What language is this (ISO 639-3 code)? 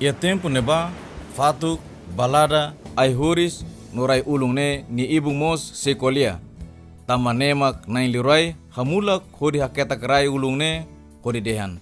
tet